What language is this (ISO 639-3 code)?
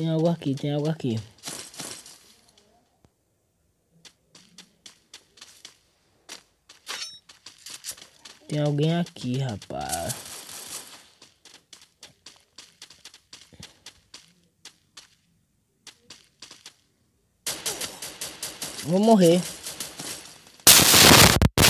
por